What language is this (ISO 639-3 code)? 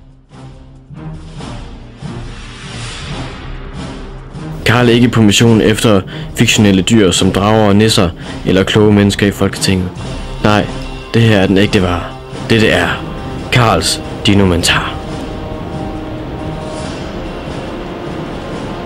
dan